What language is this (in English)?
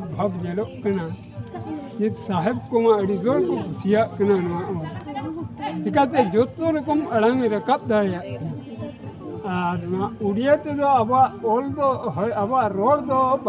Santali